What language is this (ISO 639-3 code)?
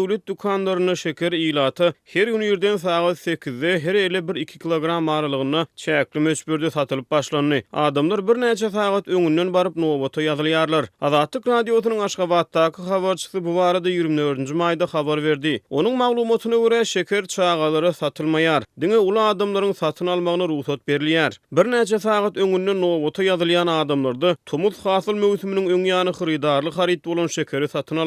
tuk